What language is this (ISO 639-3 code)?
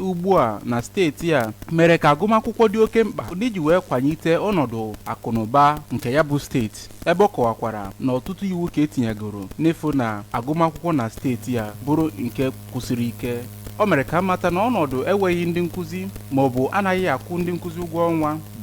ibo